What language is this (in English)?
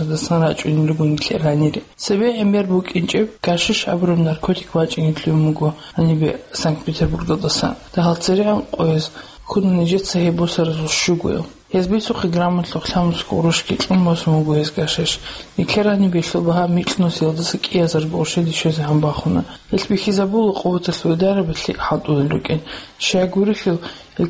Avaric